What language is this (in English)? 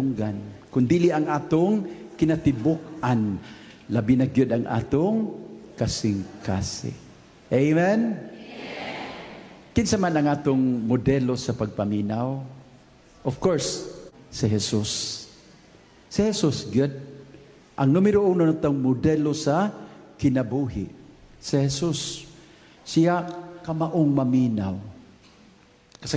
Cebuano